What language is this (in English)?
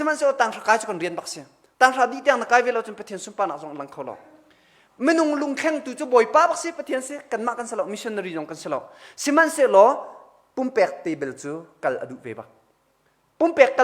Hakha Chin